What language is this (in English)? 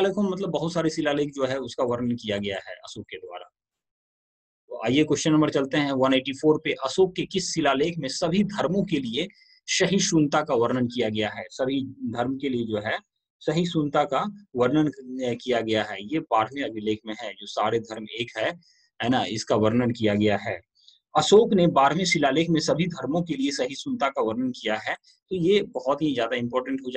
Hindi